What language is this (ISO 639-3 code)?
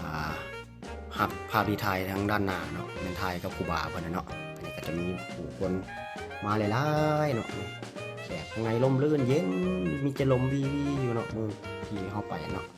lao